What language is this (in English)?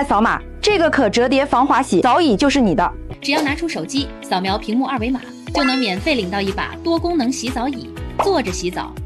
Chinese